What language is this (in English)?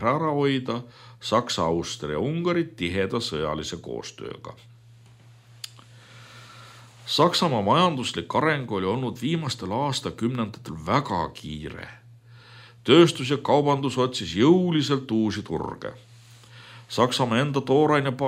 Estonian